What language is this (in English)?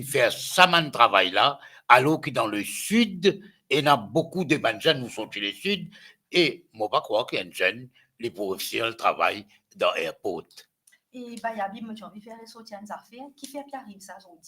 Morisyen